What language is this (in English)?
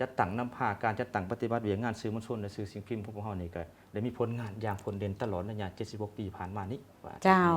Lao